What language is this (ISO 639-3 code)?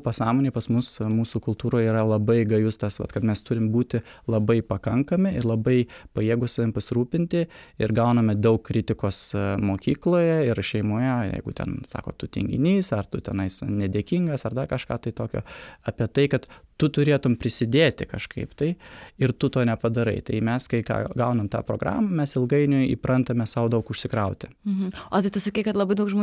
lit